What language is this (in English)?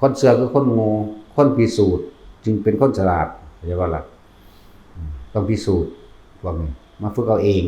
Northeastern Thai